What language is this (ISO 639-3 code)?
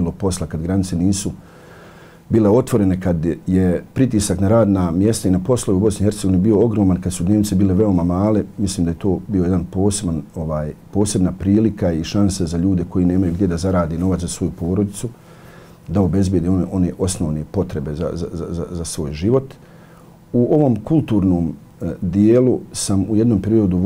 bos